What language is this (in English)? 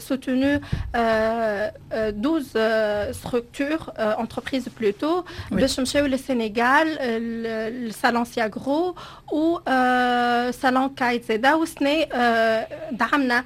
Tunisian Arabic